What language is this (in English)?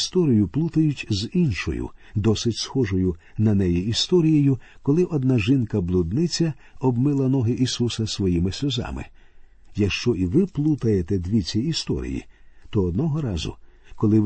Ukrainian